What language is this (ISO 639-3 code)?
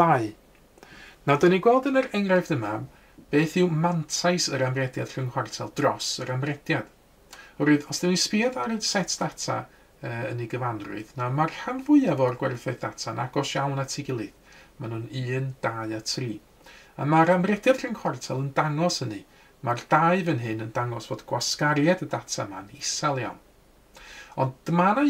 cym